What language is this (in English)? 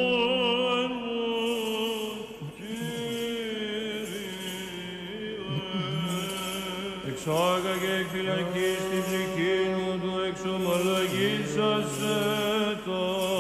Greek